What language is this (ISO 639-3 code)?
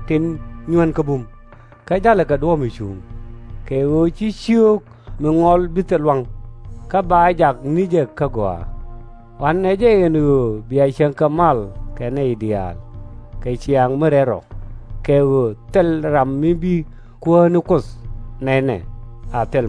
nus